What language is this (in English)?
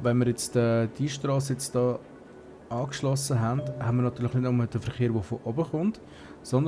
Swiss German